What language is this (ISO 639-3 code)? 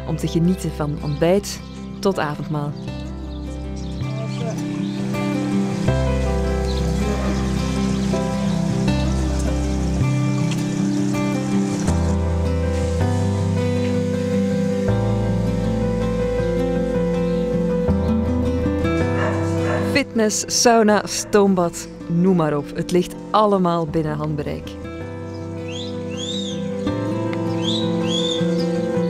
nld